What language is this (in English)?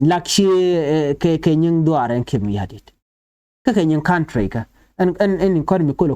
Nuer